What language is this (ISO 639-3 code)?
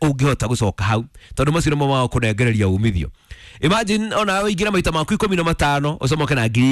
kik